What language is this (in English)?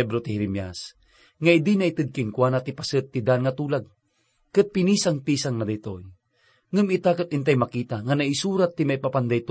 Iloko